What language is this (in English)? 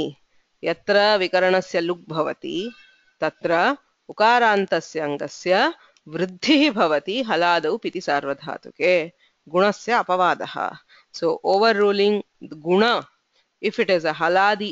Sanskrit